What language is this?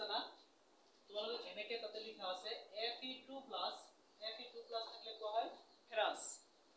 Assamese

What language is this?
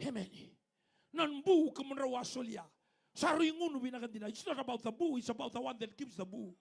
Fijian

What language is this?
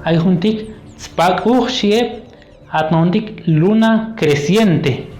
Chuj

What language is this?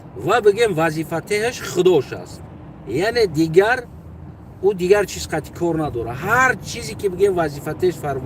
Tajik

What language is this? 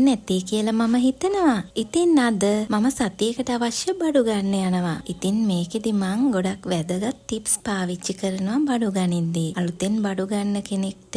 Sinhala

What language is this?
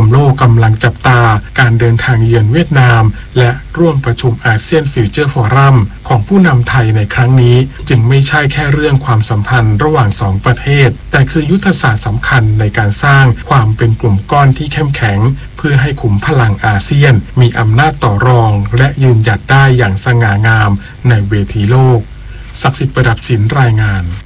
Thai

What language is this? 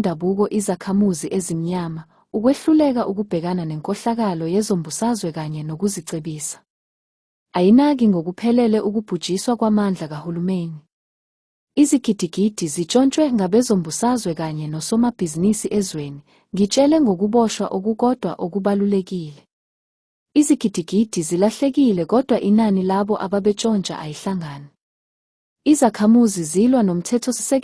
Zulu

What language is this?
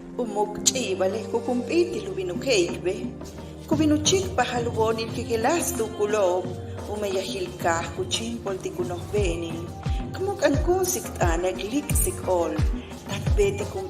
Yucateco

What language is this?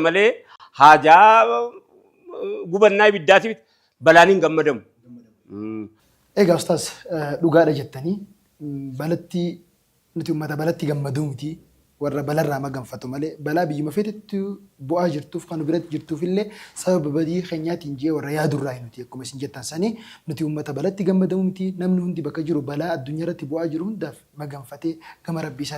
Oromo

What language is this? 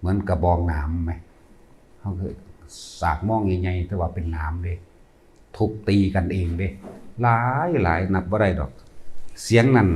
Lao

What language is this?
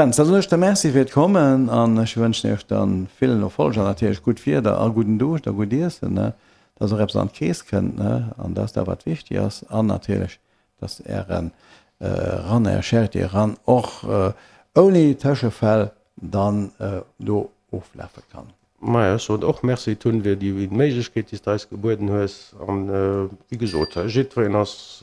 Luxembourgish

